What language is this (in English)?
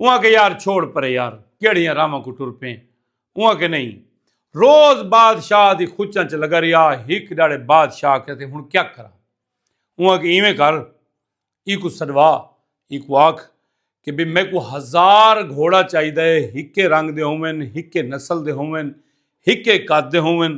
Saraiki